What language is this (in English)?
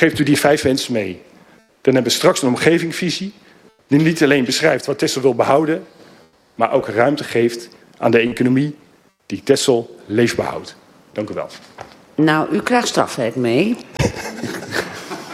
Dutch